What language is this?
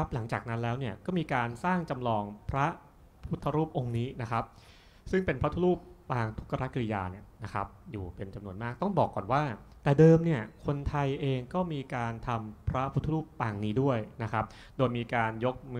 Thai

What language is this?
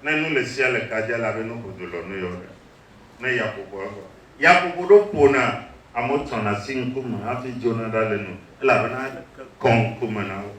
Ewe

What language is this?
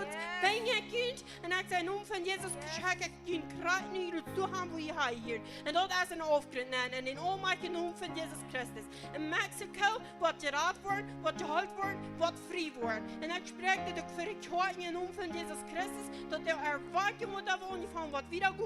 Plautdietsch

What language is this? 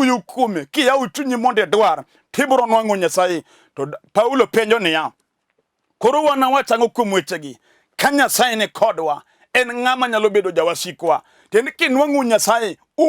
Luo (Kenya and Tanzania)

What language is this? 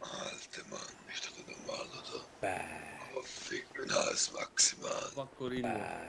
Swiss German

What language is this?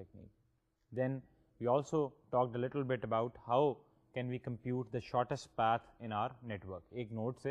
Urdu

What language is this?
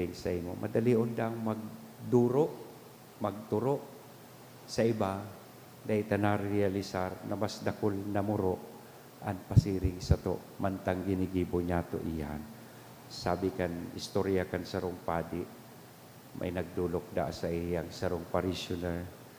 Bikol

